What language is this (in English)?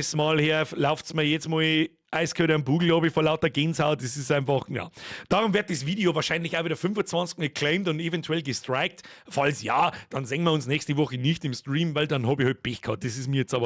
Bavarian